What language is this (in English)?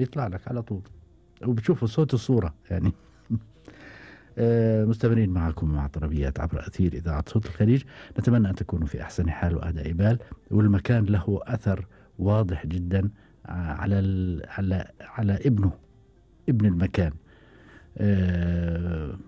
Gulf Arabic